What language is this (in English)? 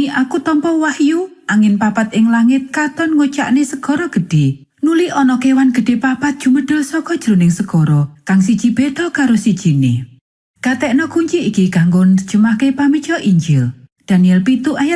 Javanese